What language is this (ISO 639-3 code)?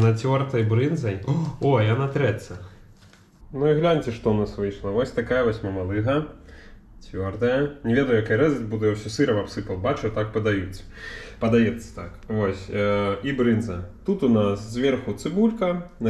bel